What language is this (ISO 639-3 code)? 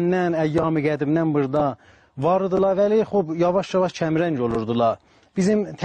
azb